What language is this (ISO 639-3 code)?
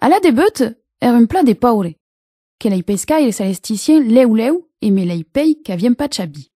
oci